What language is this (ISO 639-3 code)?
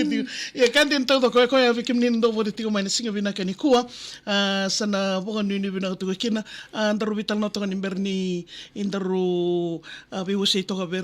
fij